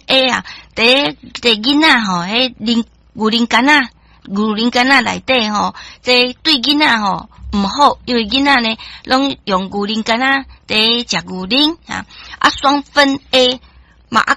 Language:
Min Nan Chinese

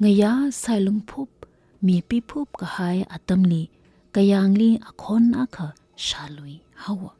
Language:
Tangkhul Naga (India)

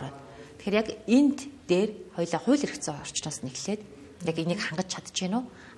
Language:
Mongolian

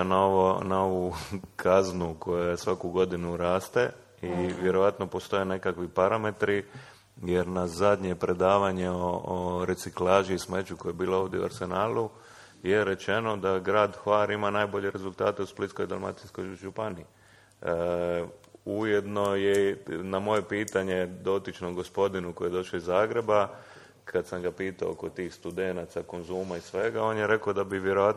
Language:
Croatian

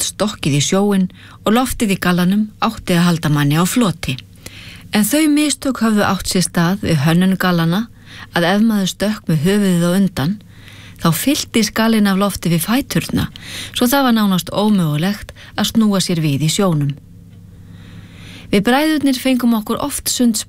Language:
Icelandic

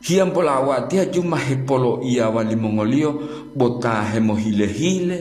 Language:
Gorontalo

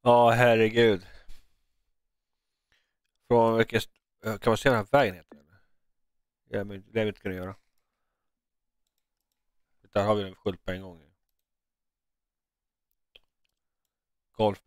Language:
Swedish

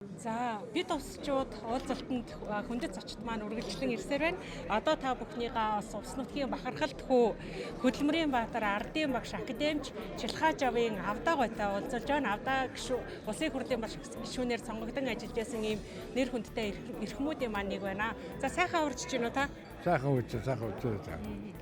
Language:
Mongolian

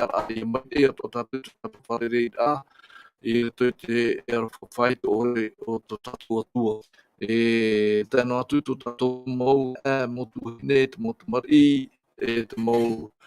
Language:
Tahitian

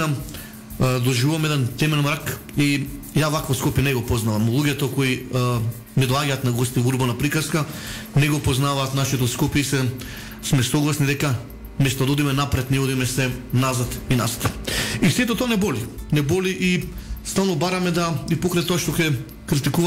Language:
Macedonian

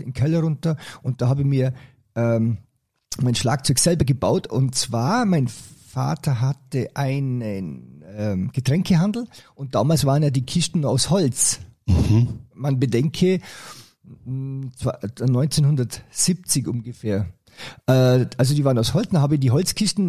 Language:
German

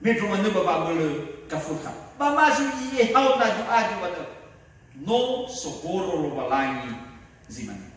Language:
Nias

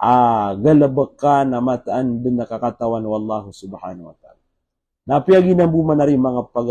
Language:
Maranao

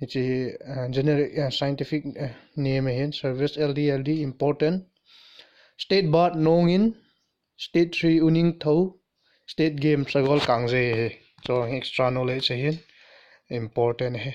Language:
Thado Chin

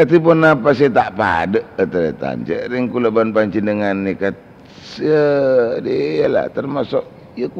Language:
Madurese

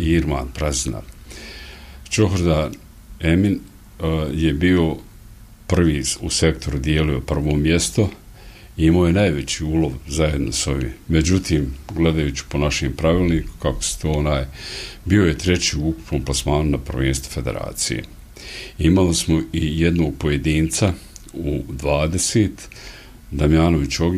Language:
Bosnian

